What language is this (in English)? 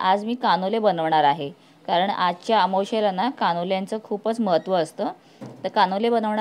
Marathi